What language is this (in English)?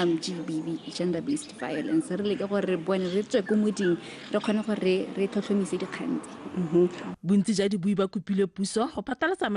Tswana